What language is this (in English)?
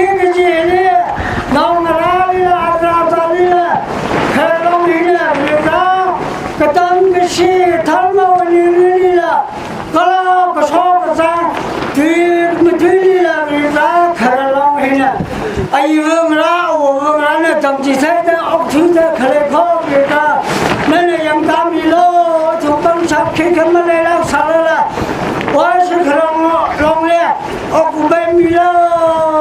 Tangkhul Naga (India)